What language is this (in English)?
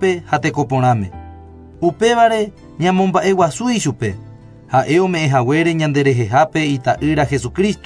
Guarani